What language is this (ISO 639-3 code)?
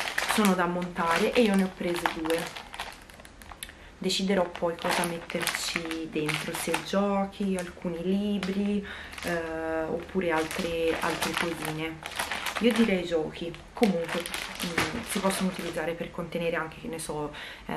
ita